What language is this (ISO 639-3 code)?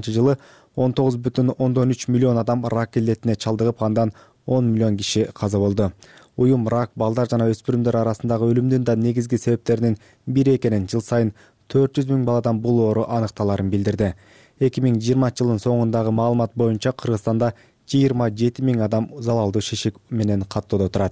kir